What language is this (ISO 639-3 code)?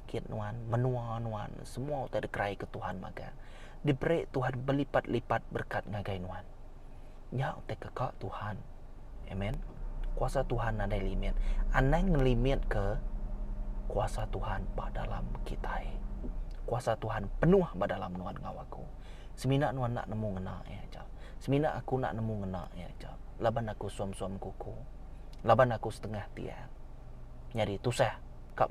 iba